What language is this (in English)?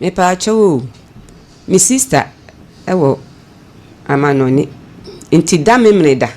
Akan